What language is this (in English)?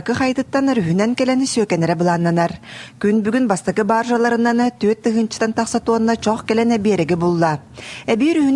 Yakut